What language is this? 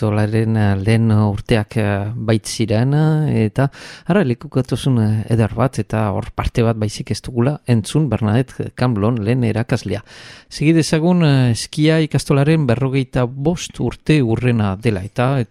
Basque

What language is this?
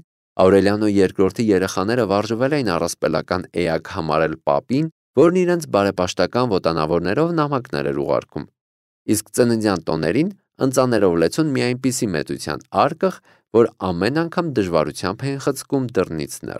Armenian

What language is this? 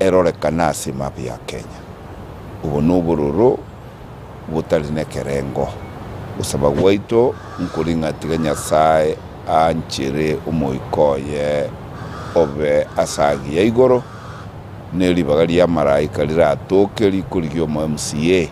Gusii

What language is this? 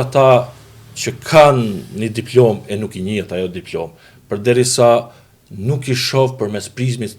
Albanian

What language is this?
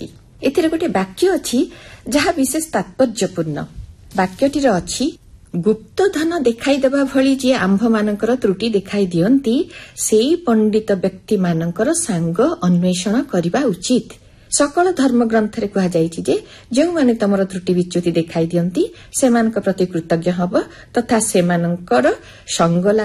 Odia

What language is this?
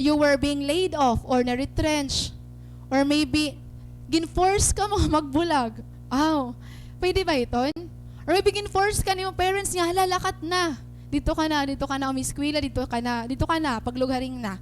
Waray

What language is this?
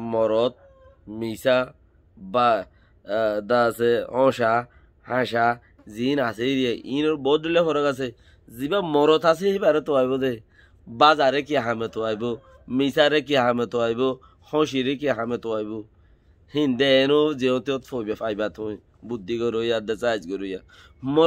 Rohingya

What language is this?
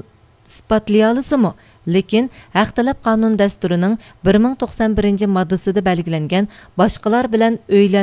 Uyghur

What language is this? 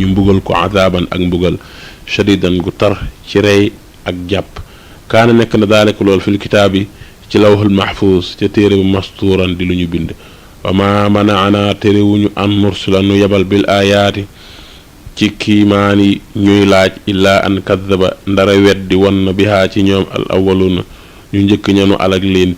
Wolof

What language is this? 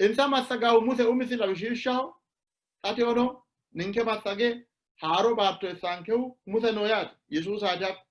Sidamo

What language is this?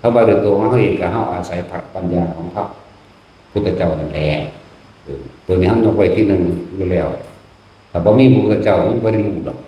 Northeastern Thai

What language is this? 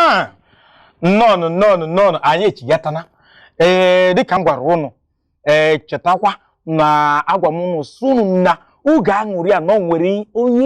Igbo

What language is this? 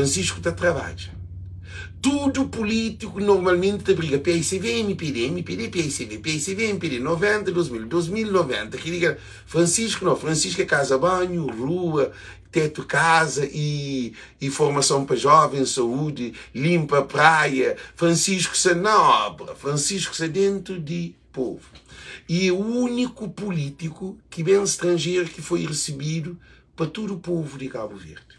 Kabuverdianu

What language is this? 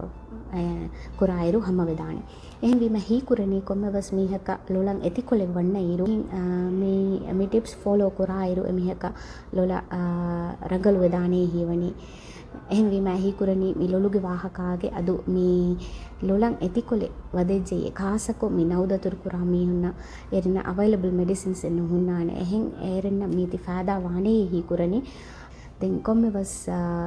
Divehi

